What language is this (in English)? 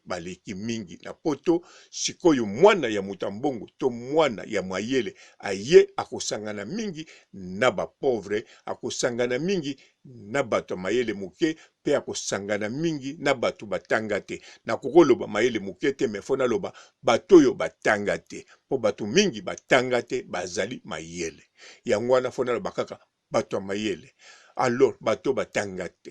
Lingala